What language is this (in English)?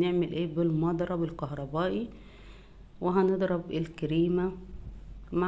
Egyptian Arabic